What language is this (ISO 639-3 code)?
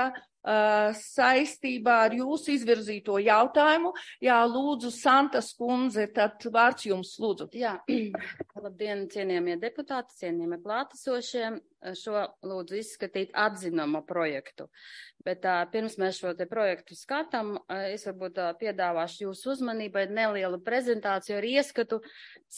lav